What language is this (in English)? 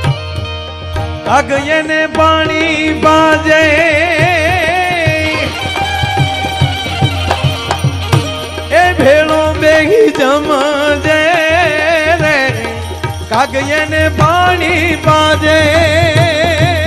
Gujarati